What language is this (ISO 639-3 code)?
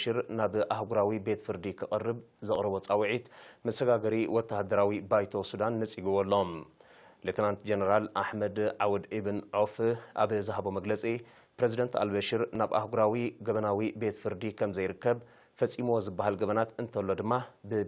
tir